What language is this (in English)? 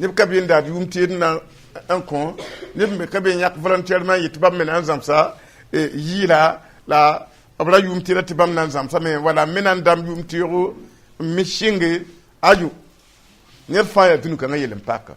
Mossi